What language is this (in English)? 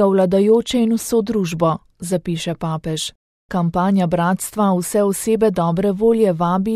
Slovenian